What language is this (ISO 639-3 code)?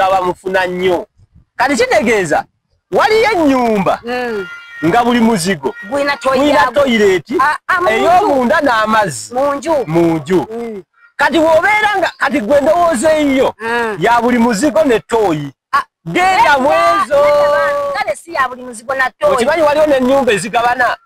lug